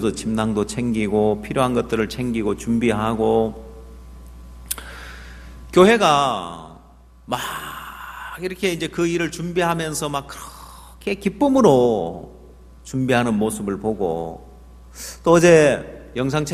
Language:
Korean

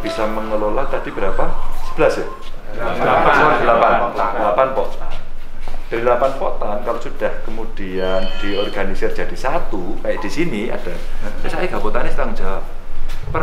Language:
Indonesian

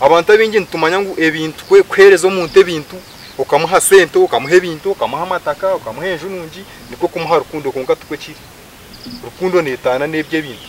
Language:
Nyankole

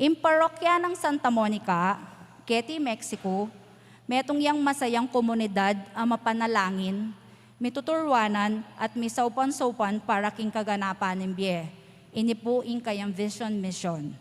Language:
Pampanga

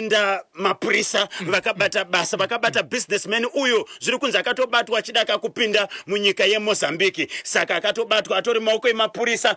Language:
Shona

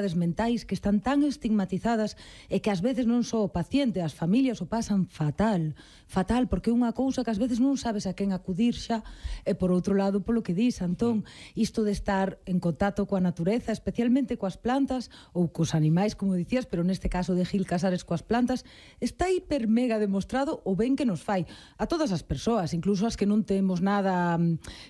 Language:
Galician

